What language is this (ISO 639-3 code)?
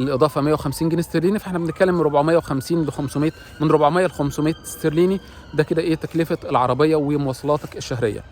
arz